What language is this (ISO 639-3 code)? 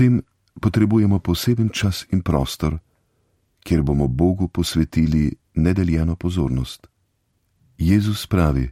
slv